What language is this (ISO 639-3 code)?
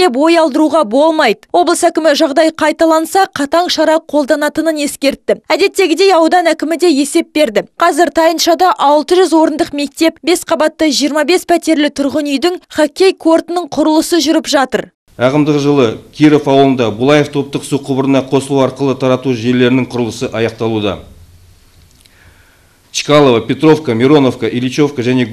kaz